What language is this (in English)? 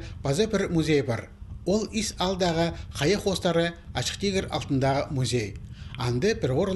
Khakas